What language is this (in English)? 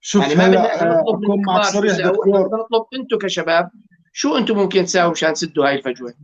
North Levantine Arabic